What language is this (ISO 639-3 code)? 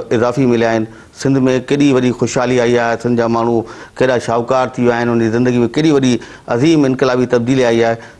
snd